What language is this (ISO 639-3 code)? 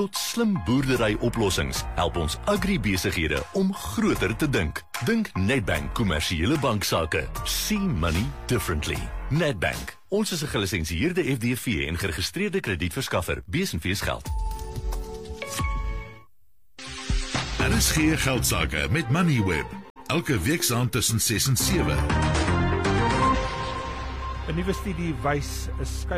afr